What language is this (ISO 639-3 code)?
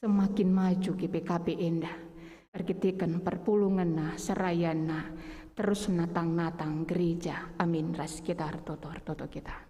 btx